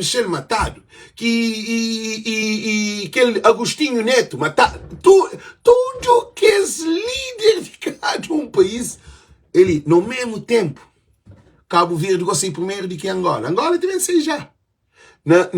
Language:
Kabuverdianu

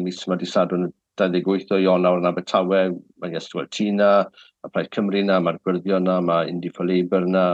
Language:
Welsh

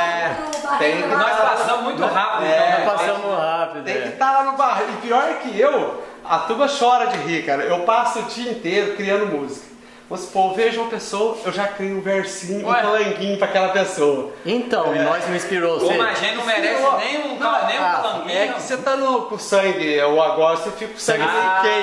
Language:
Portuguese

